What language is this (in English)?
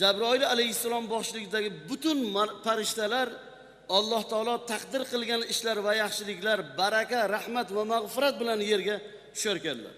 Uzbek